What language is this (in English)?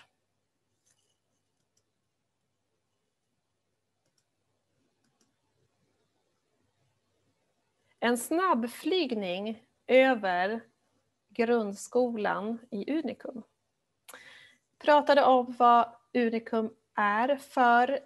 Swedish